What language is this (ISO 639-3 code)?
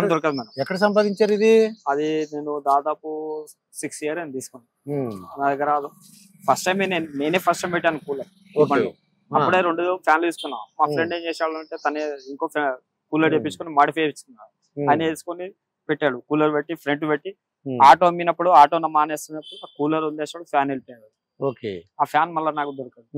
tel